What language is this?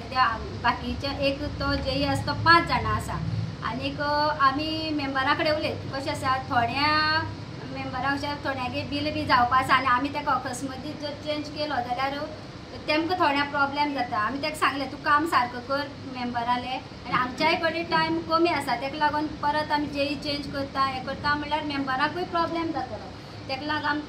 Konkani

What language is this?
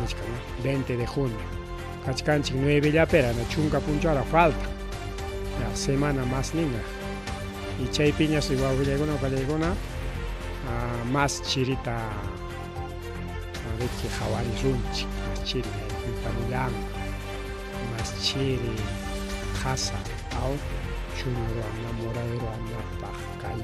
Ayacucho Quechua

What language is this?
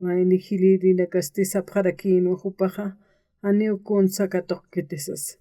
Aymara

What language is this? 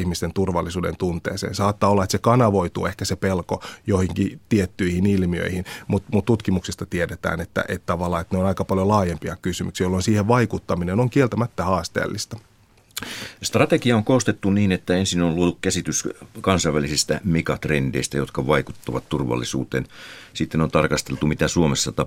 Finnish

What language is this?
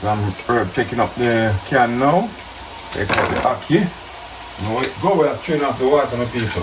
Jamaican Creole English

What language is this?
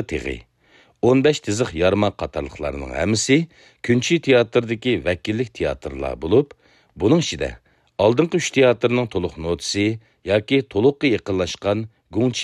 Uyghur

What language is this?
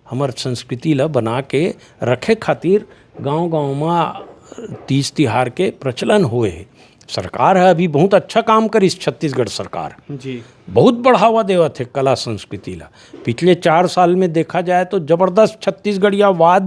Chhattisgarhi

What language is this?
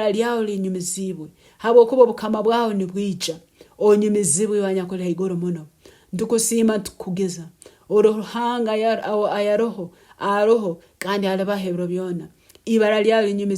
Nyoro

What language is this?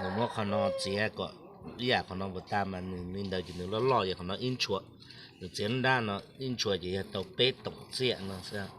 Hmong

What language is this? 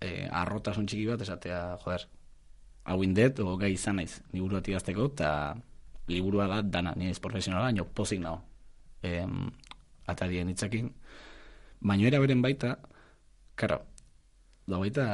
Basque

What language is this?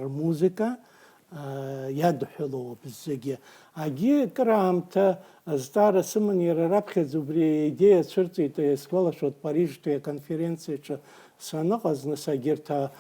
Abkhazian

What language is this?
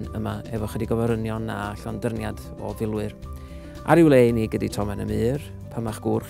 Welsh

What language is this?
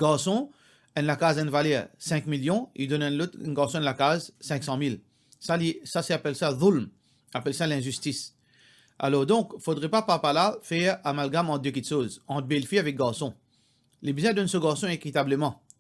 Morisyen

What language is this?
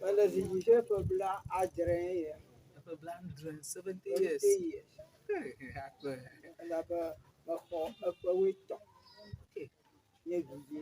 Ewe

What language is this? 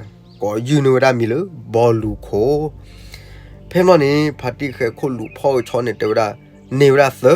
S'gaw Karen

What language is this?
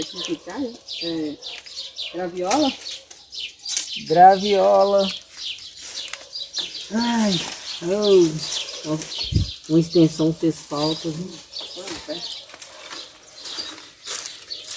Portuguese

